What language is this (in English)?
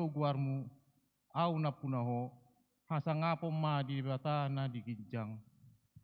Batak Toba